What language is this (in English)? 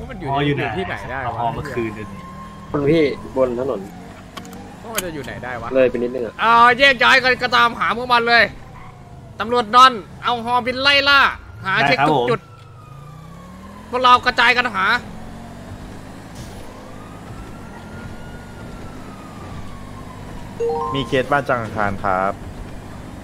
Thai